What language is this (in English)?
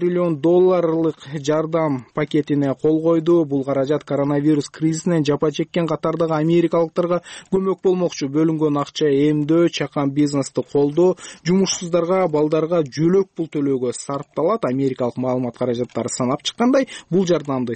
Kyrgyz